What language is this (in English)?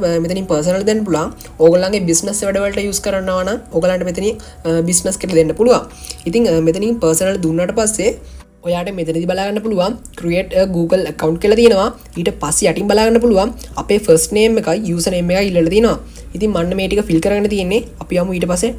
Sinhala